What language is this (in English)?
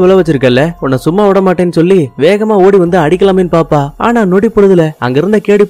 Tamil